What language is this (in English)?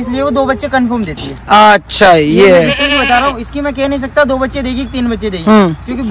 Hindi